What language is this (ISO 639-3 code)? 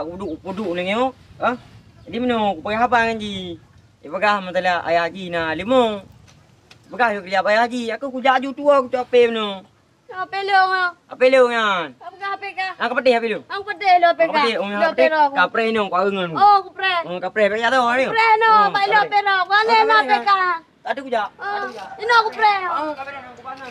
ace